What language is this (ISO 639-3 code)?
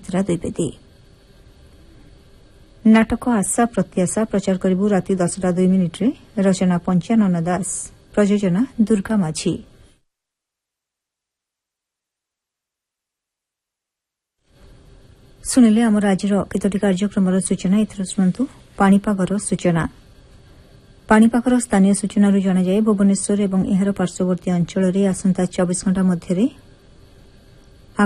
ori